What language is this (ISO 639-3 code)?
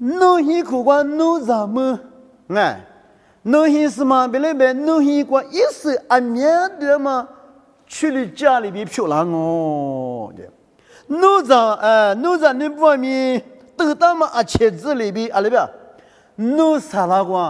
lis